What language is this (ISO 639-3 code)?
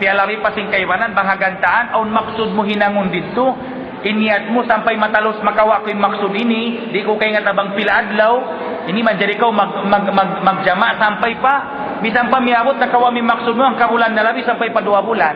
tsg